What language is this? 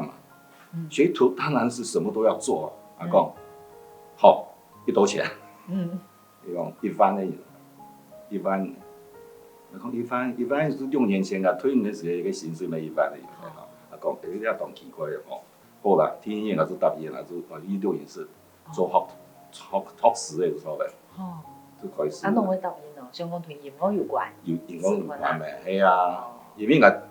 Hakka Chinese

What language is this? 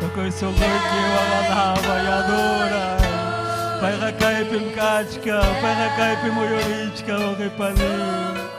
Ayacucho Quechua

